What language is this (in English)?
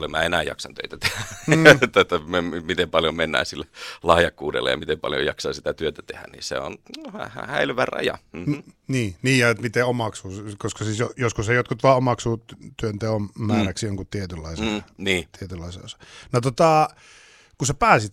Finnish